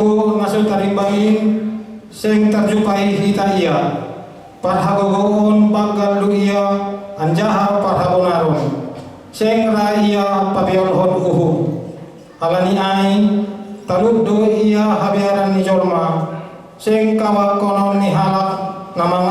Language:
Batak Simalungun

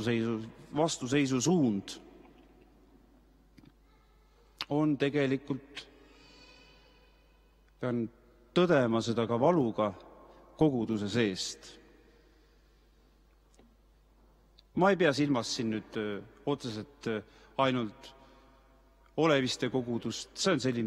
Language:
Estonian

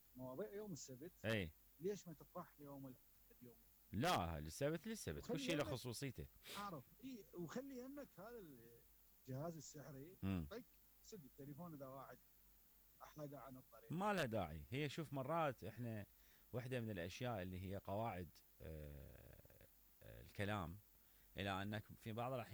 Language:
Mesopotamian Arabic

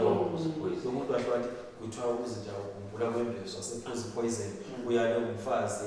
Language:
Zulu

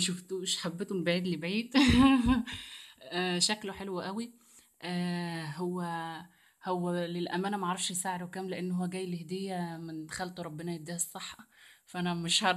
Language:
Egyptian Arabic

